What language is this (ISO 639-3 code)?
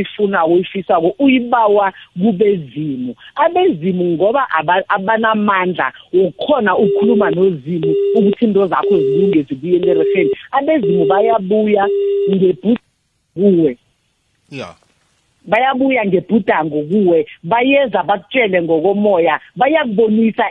nbl